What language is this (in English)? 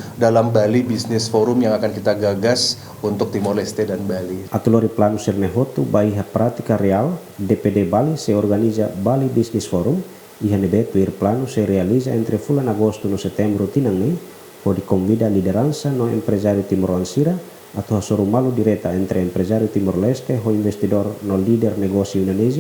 Tetum